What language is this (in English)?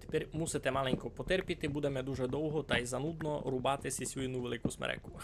Rusyn